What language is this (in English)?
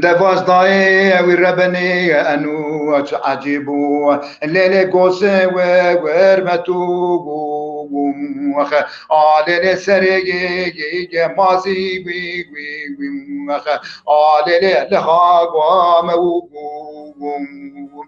Zaza